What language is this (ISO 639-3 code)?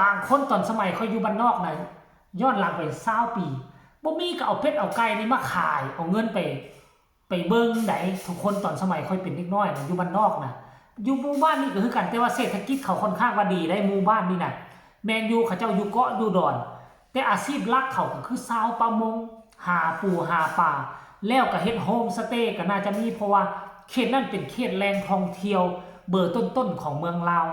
tts